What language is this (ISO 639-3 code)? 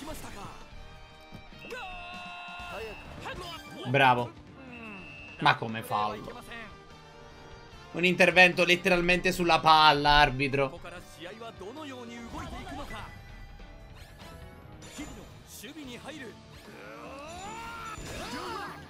ita